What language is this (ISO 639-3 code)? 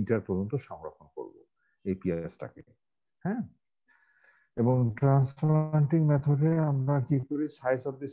ben